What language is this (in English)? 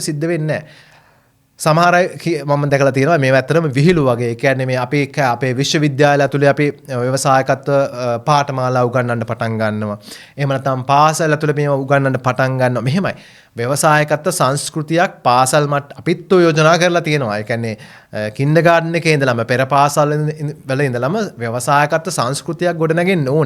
Sinhala